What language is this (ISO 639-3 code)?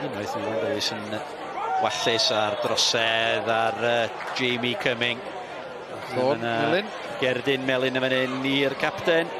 cym